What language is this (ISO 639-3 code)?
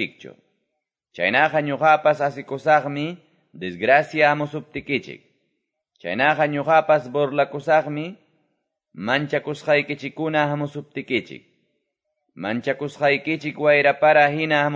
que